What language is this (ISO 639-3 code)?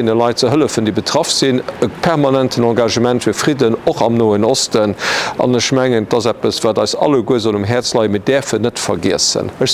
ltz